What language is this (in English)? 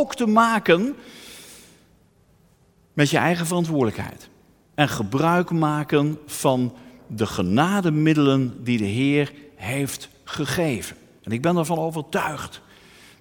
Dutch